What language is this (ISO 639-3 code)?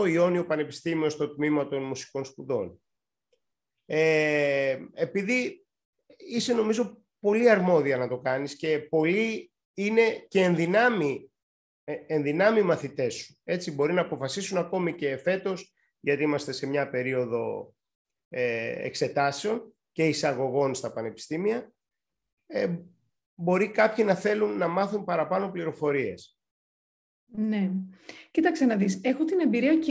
ell